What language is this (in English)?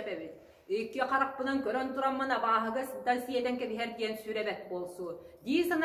Yakut